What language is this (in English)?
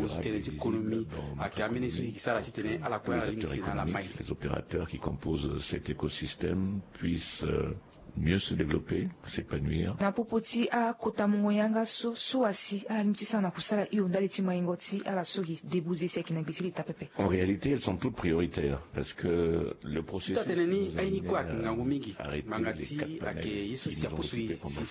Sango